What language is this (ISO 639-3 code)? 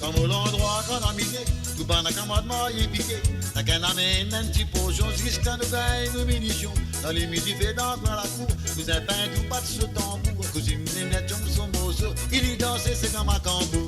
mfe